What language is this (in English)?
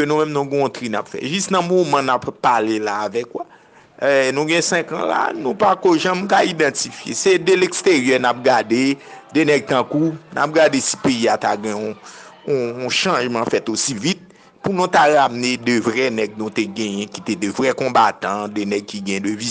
Haitian Creole